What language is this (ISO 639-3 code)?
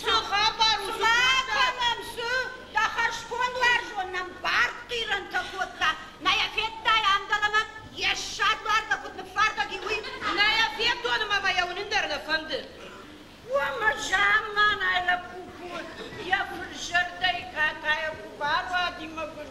oss